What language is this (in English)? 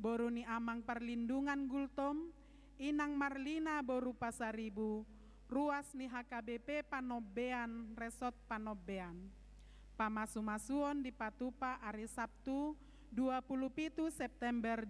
Batak Toba